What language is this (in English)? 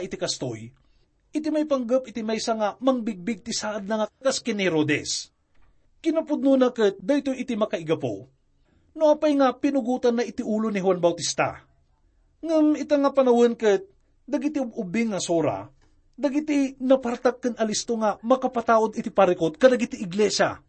Iloko